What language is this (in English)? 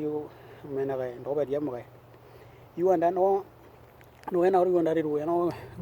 Western Dani